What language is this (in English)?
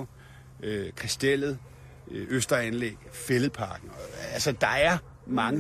Danish